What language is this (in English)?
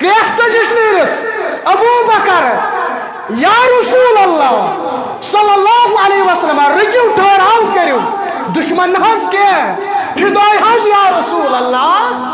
Kashmiri